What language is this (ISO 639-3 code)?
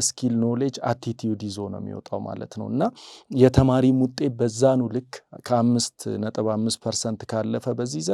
amh